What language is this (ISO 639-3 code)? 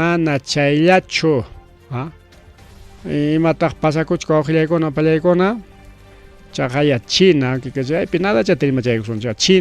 quy